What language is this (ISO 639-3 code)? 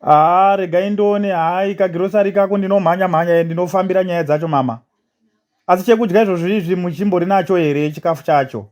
sna